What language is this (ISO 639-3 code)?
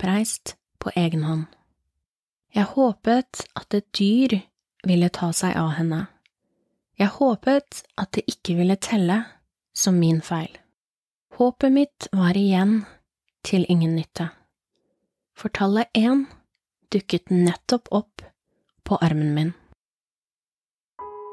nor